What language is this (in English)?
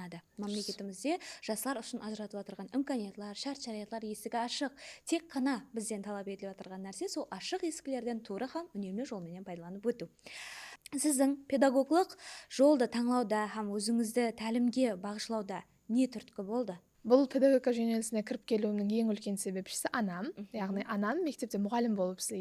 Kara-Kalpak